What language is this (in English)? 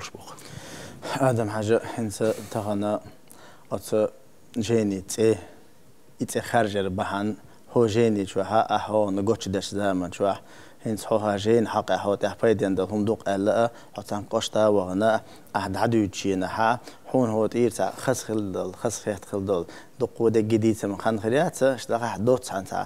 Chechen